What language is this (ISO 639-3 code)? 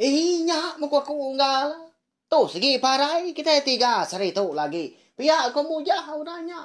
iba